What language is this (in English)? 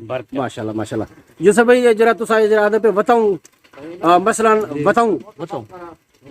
Saraiki